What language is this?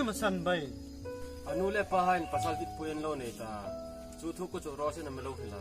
Hmar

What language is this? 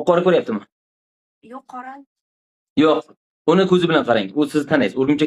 Uzbek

